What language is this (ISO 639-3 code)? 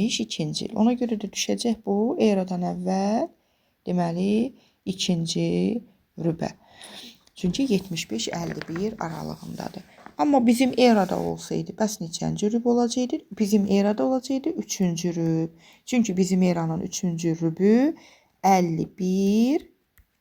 aze